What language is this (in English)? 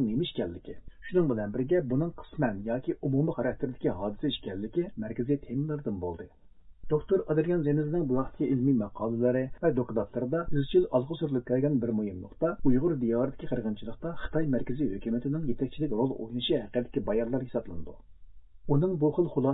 Uyghur